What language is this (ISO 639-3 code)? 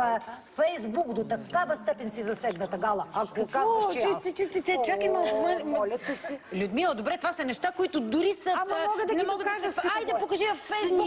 bul